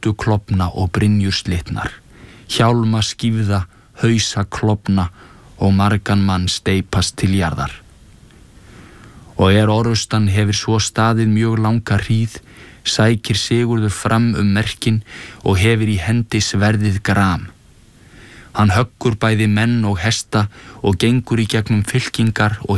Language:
Icelandic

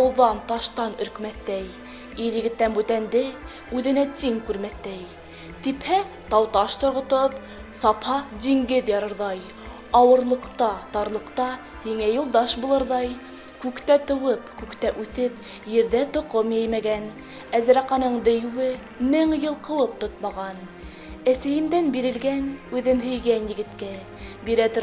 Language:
Bashkir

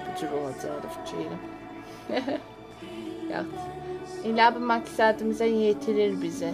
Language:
South Azerbaijani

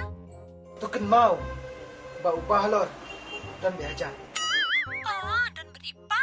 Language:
Khasi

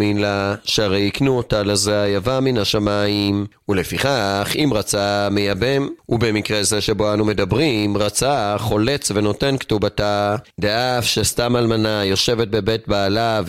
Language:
Hebrew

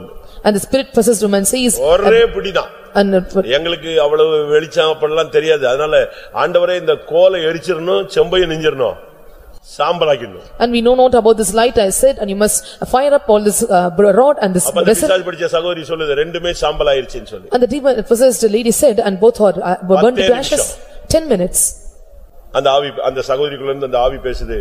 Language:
Tamil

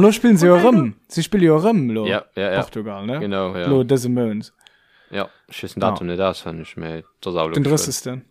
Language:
Luxembourgish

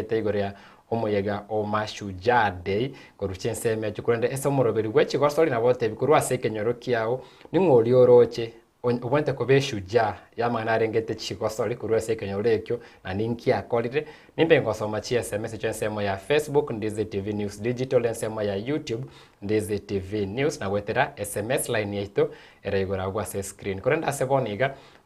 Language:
Gusii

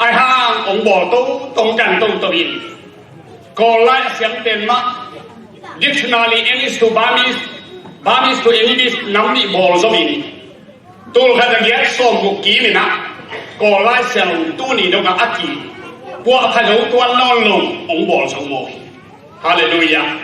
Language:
Tedim Chin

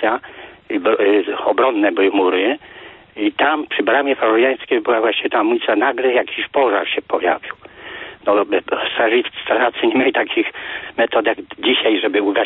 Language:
Polish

